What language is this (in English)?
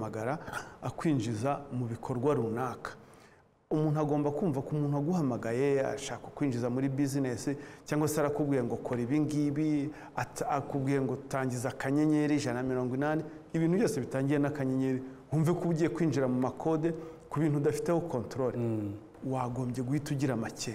Kinyarwanda